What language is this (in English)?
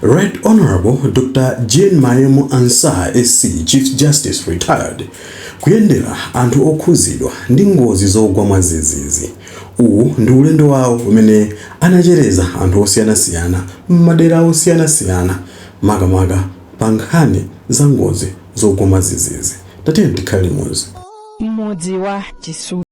Nyanja